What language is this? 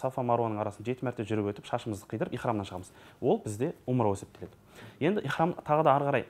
Kazakh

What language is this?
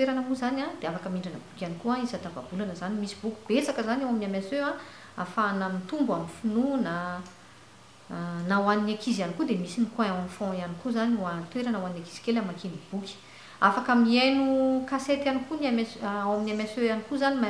Malagasy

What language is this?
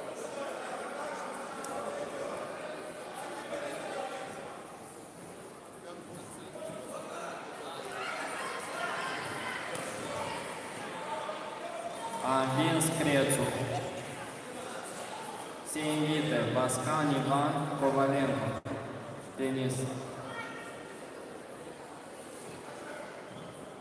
Romanian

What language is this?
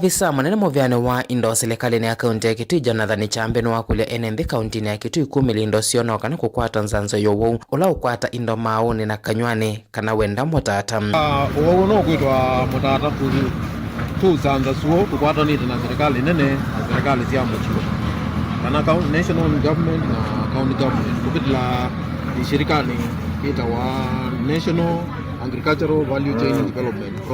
Kamba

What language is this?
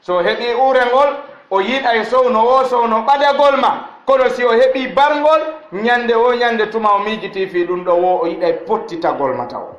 Fula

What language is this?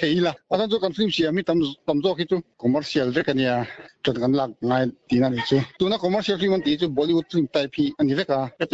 Mizo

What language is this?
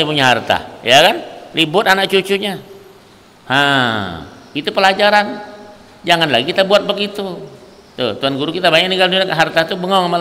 Banjar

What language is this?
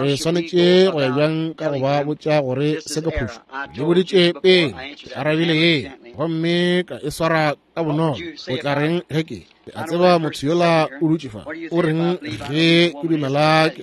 Northern Sotho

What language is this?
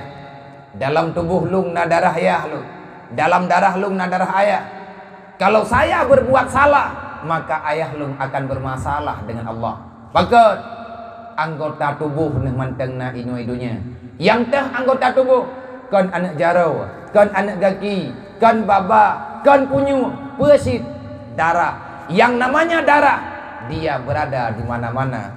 Achinese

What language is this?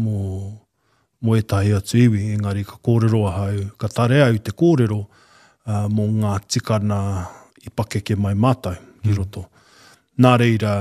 Māori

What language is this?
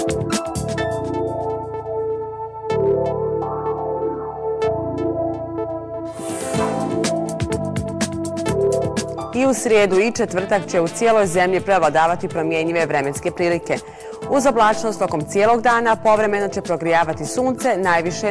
Bosnian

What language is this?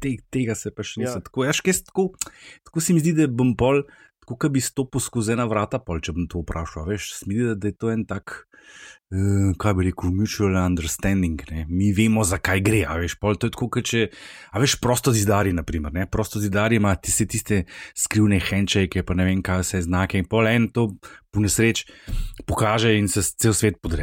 Slovenian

